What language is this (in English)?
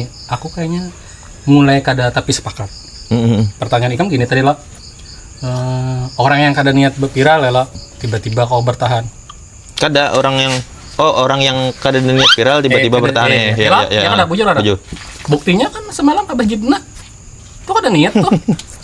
Banjar